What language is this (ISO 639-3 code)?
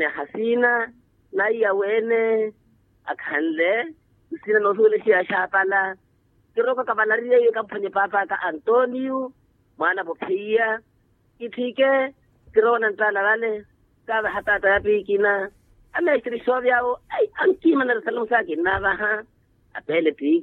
vmw